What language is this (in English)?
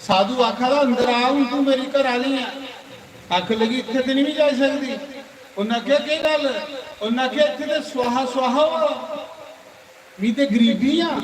Dogri